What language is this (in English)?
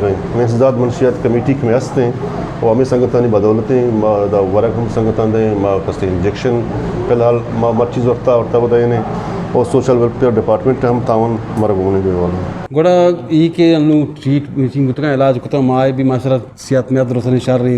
Eastern Balochi